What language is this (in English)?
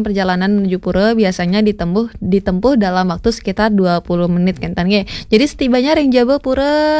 Balinese